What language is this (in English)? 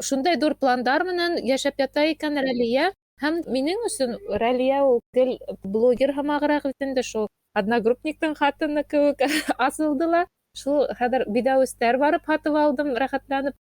Bashkir